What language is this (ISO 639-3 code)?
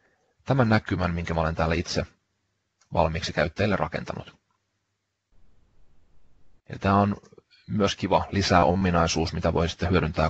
fin